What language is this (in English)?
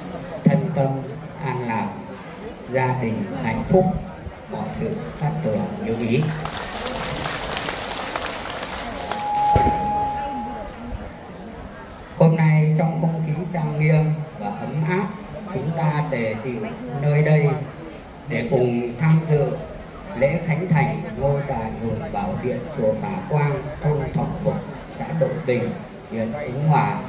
Vietnamese